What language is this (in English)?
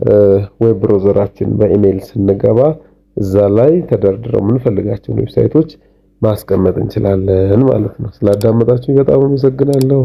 Amharic